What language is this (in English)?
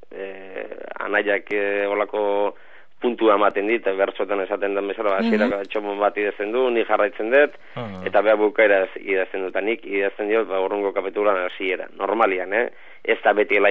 Basque